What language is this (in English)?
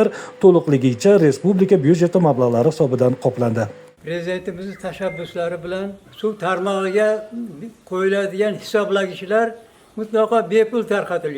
Uzbek